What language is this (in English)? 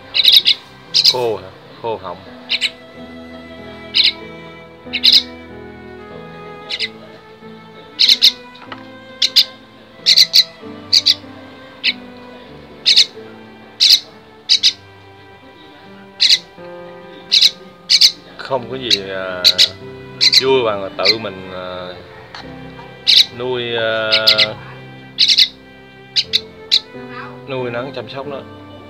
Vietnamese